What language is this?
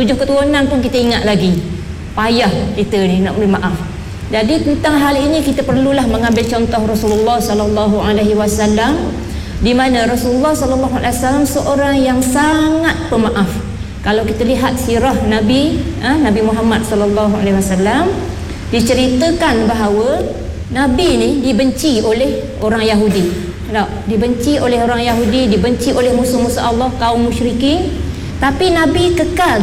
Malay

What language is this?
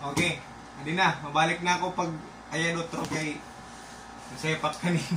Waray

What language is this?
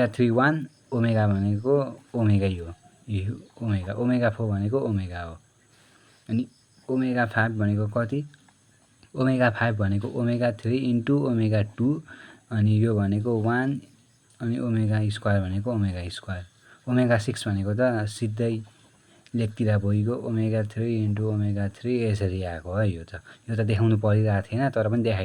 Nepali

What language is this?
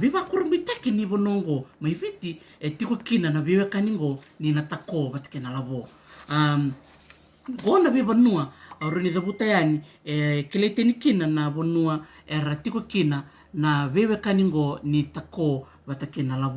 Fijian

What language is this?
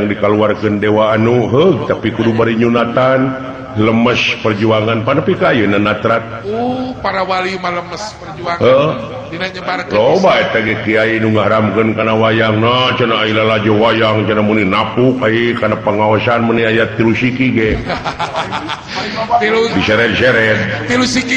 Sundanese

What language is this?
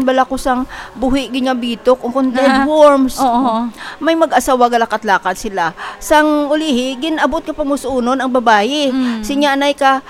Hiligaynon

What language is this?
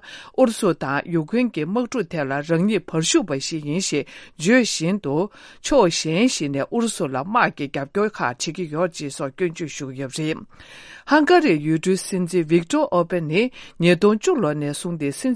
Tibetan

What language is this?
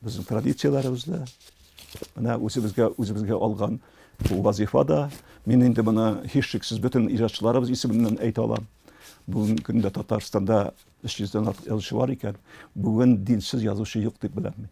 Tatar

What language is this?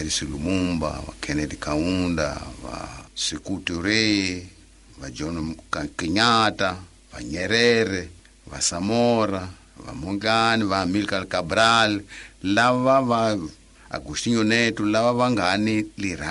Tsonga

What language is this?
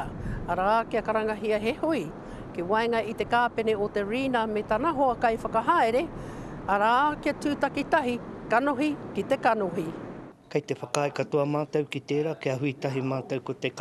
Māori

